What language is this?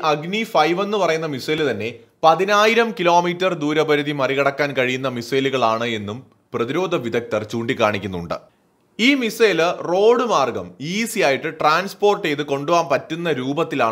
Malayalam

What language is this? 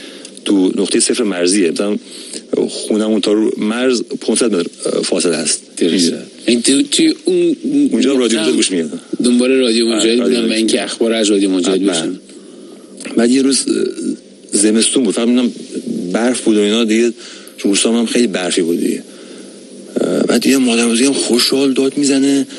Persian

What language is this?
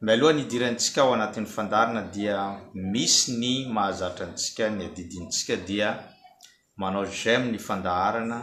Malagasy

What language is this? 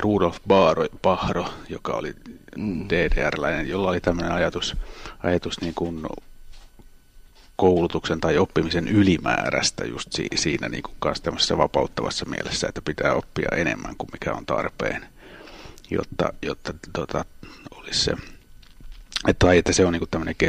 Finnish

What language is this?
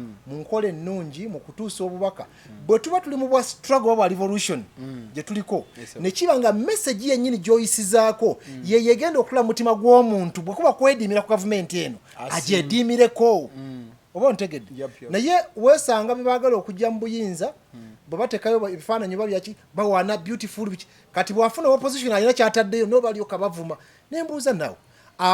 Ganda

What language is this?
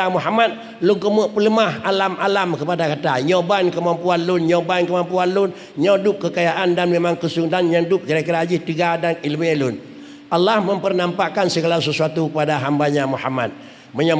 Achinese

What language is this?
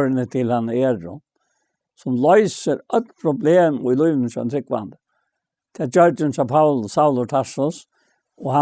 Faroese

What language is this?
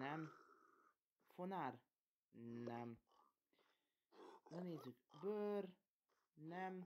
Hungarian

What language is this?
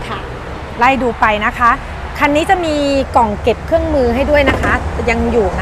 Thai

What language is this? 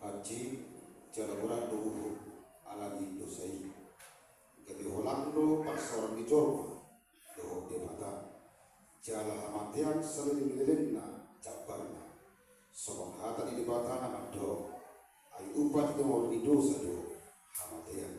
Batak Toba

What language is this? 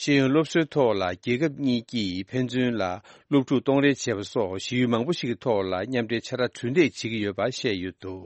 Tibetan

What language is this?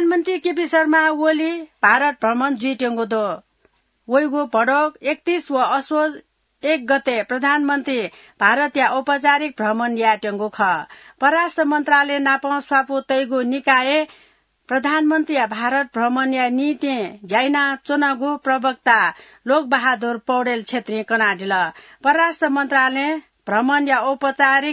Newari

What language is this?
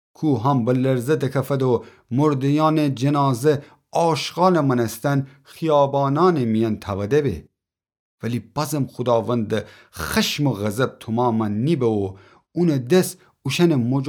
Gilaki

